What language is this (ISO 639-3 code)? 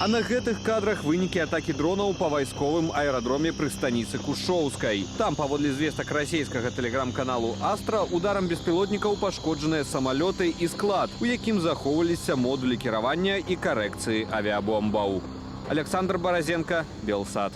bel